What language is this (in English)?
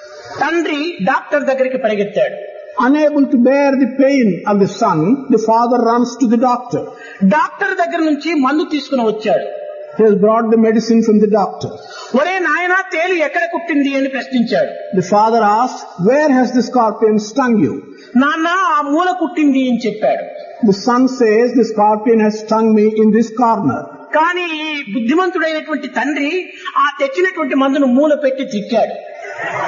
Telugu